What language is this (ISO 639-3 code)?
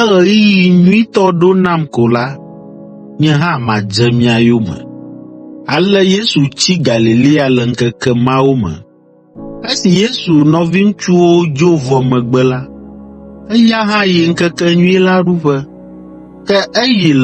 ewe